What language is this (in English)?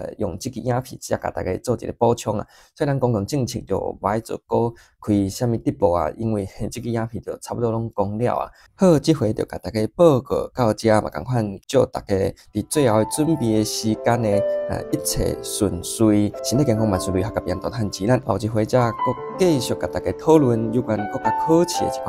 Min Nan Chinese